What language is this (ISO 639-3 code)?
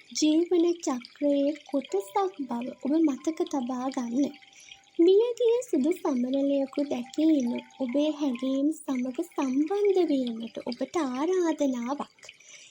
sin